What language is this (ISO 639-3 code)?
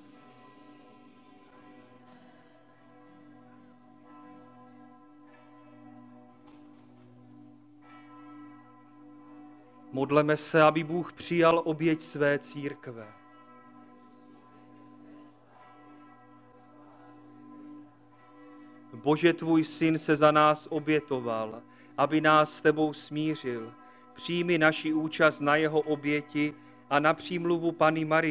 ces